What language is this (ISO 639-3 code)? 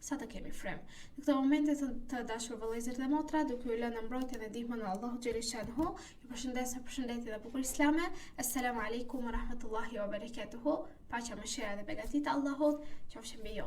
sqi